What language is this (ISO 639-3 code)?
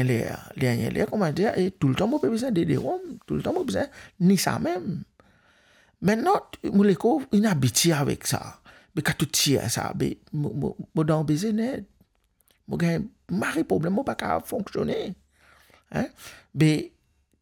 mfe